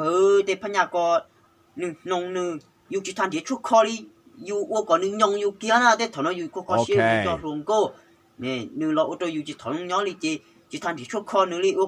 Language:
Hmong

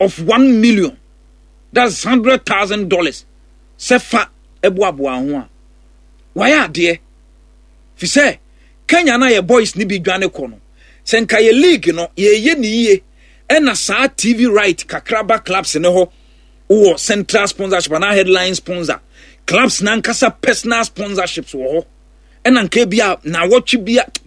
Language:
Akan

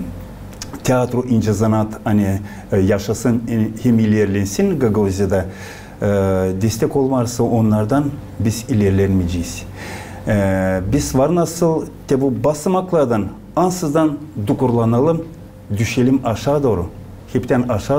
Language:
Gagauz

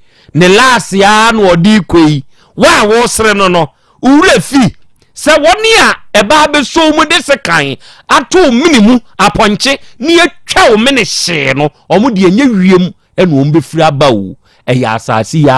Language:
Akan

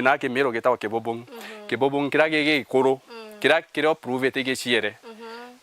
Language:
Meru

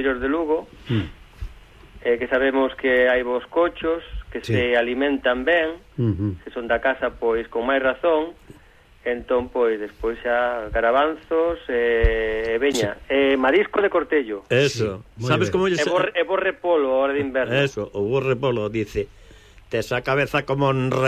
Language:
Galician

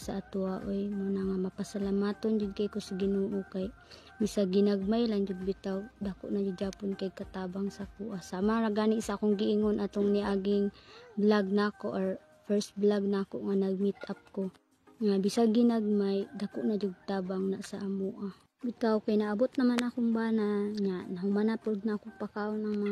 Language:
Cebuano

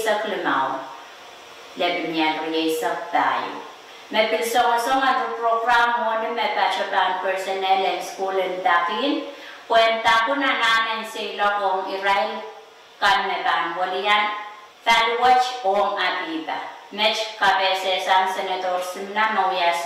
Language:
Pohnpeian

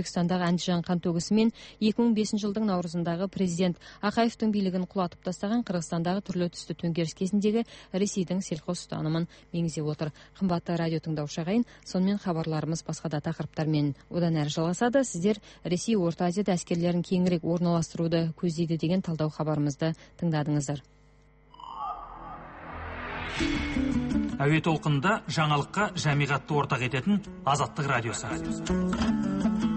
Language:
Kazakh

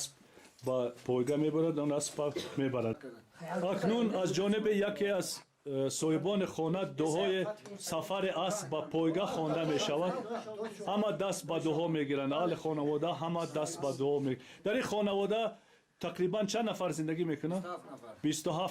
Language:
Persian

